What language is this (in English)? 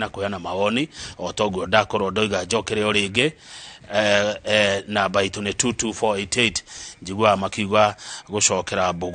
Kikuyu